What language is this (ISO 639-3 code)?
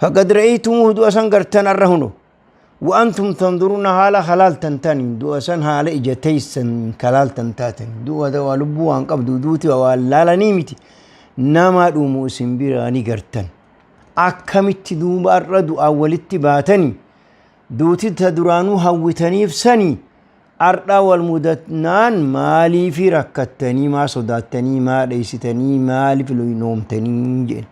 orm